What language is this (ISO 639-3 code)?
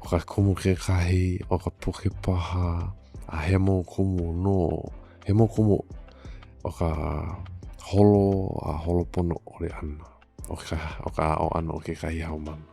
haw